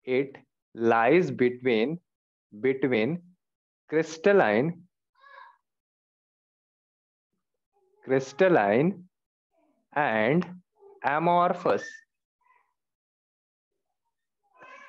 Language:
Hindi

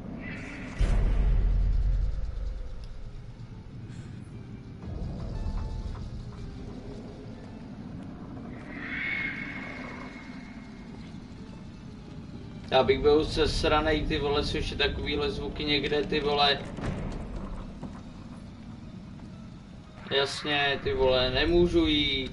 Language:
Czech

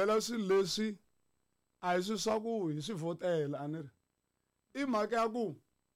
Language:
Tsonga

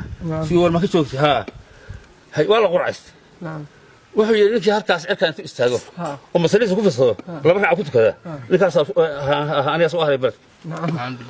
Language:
Somali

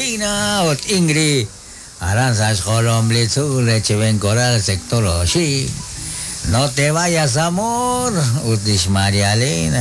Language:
Kekchí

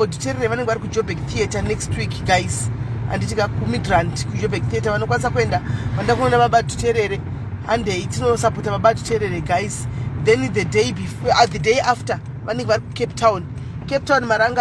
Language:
Shona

